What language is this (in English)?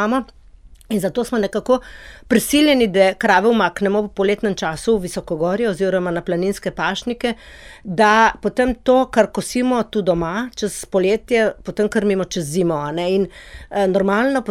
Slovenian